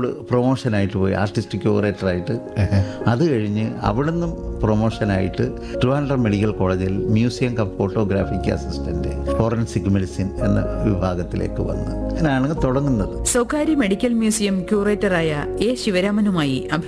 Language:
Malayalam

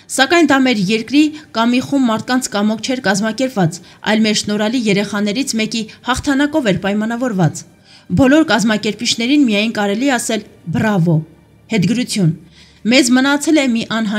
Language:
Armenian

